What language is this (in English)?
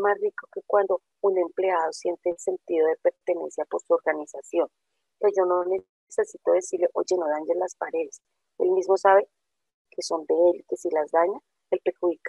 Spanish